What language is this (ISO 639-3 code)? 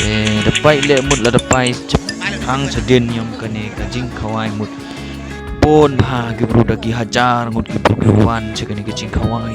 kha